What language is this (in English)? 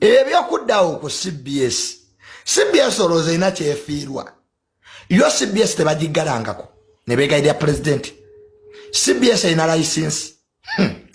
Ganda